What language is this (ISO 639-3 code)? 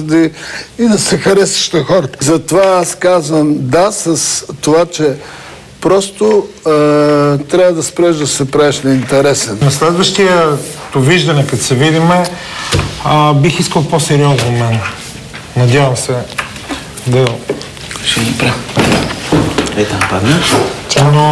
bul